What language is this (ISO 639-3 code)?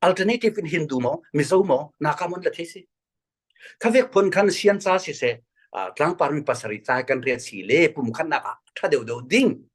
cfm